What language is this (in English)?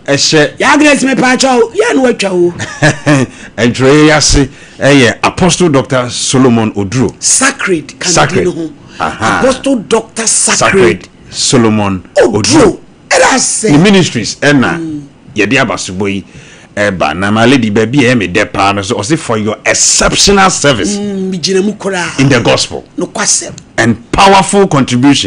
Akan